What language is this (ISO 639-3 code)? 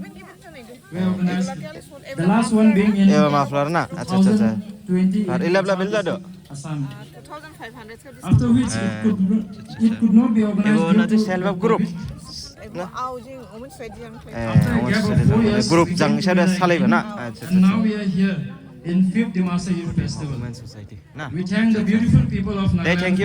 dis